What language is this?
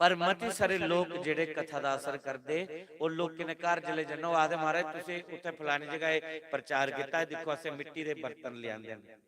Dogri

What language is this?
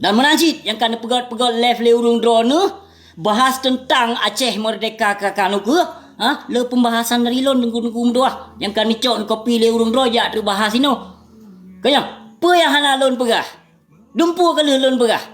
Achinese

